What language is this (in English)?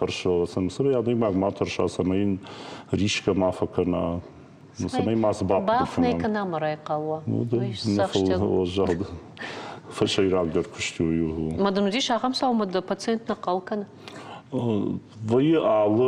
Ossetic